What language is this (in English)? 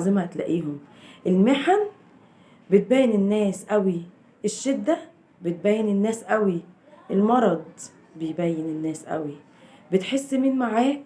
Egyptian Arabic